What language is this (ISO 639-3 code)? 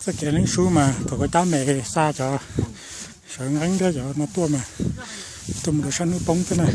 hmn